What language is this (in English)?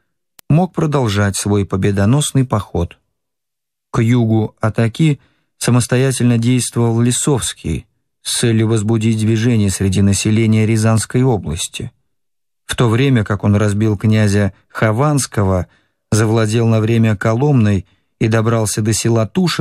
Russian